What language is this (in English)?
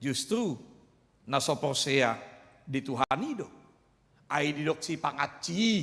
Batak Toba